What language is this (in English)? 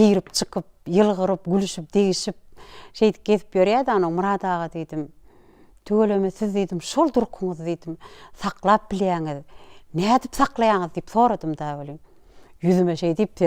Turkmen